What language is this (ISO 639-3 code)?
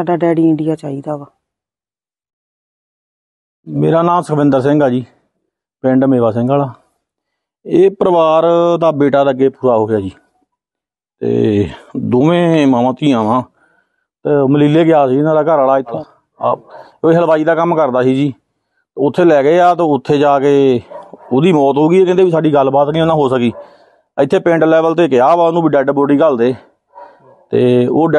pan